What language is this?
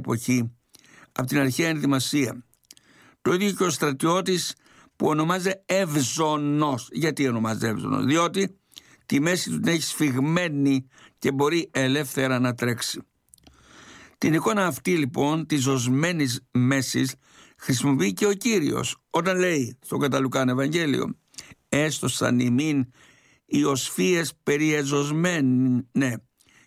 Greek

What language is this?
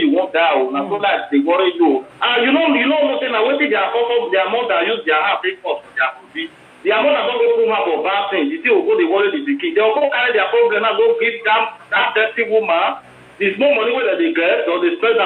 Nigerian Pidgin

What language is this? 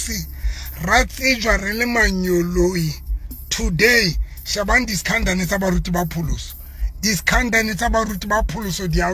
Southern Sotho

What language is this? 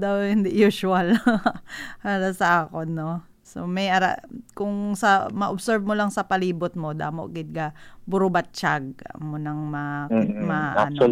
Hiligaynon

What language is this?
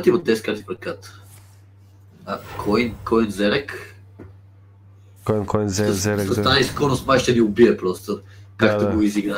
Bulgarian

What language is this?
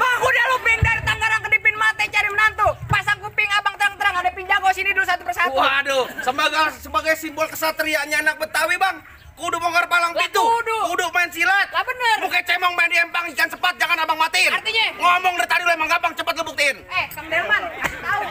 Betawi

